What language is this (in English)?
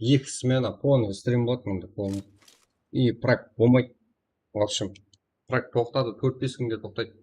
Kara-Kalpak